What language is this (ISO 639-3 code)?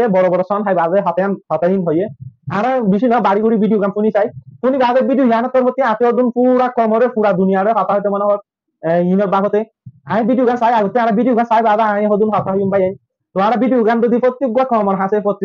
rhg